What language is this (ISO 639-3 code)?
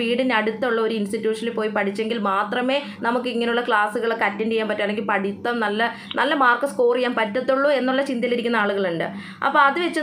mal